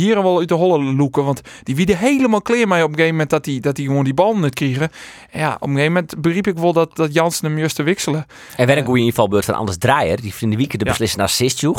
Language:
Western Frisian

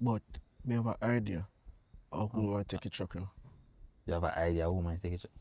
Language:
Jamaican Creole English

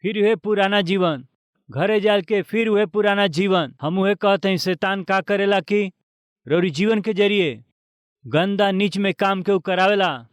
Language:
Bhojpuri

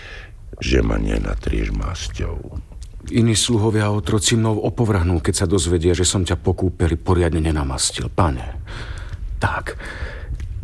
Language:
Slovak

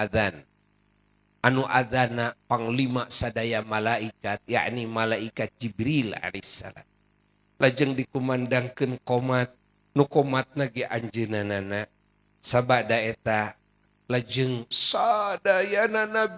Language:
Sundanese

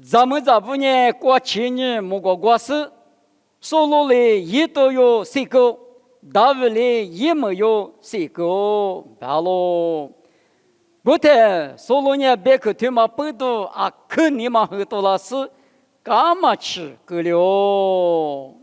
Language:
Lisu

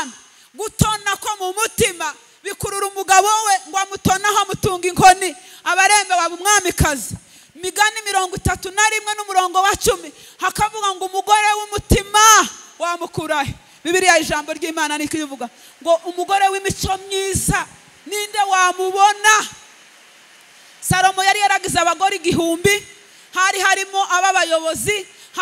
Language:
Kinyarwanda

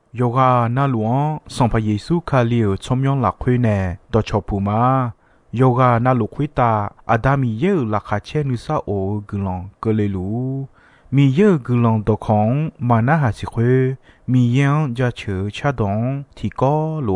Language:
Akha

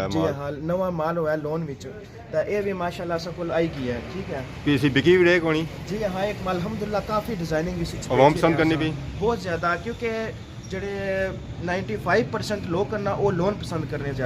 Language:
Pahari-Potwari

